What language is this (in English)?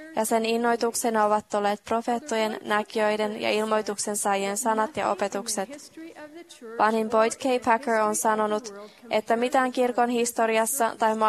Finnish